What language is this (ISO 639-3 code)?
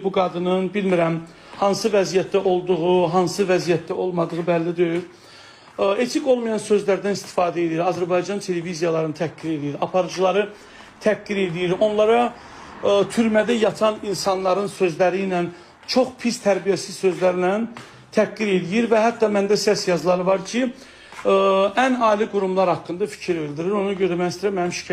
aze